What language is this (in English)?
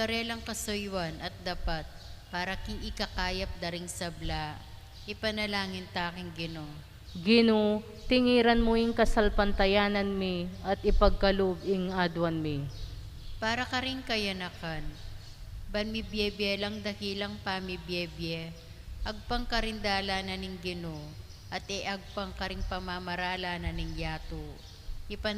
Pampanga